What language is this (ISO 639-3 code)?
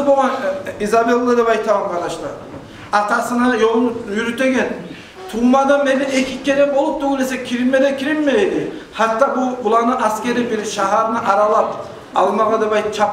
kum